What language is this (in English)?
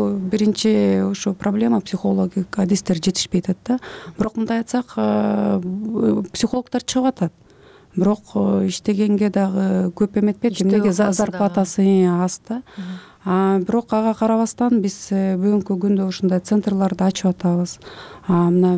Kyrgyz